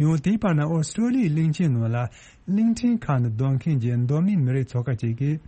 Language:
Tibetan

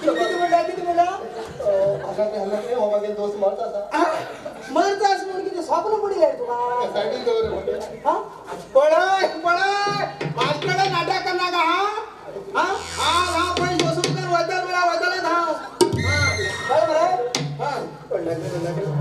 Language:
Konkani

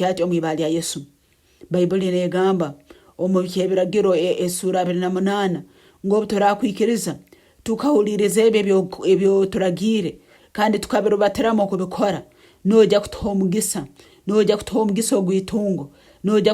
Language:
Nyoro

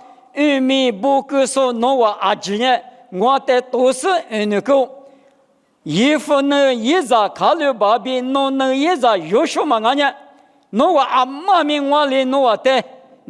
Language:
Lisu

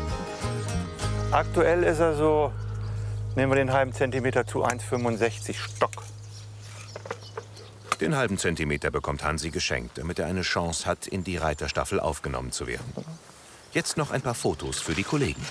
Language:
German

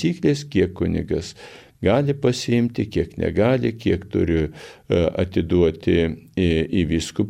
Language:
Lithuanian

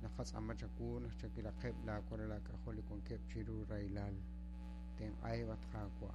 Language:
Kekchí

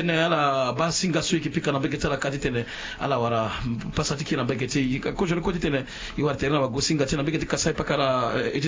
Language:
Sango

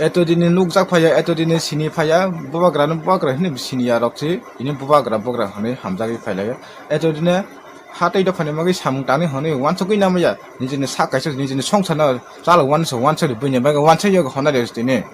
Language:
Kok Borok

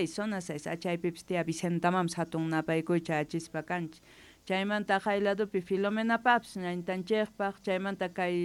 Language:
Quechua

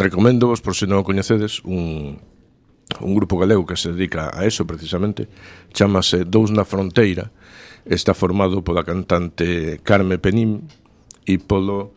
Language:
Galician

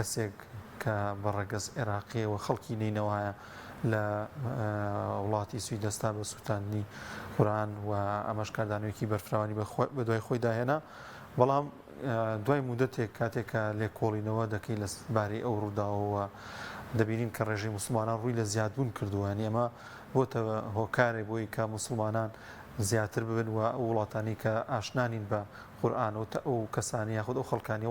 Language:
Central Kurdish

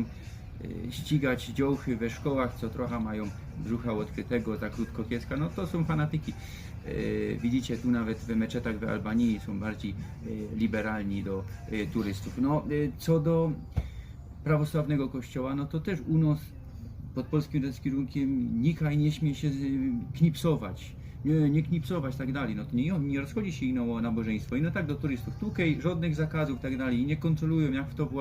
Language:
Silesian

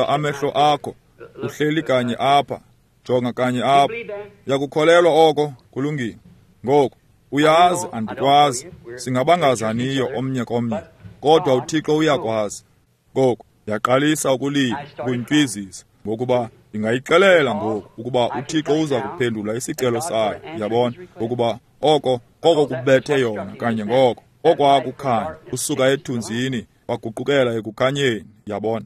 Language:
Xhosa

